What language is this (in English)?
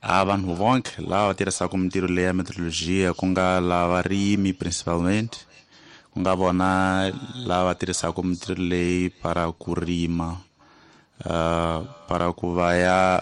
Tsonga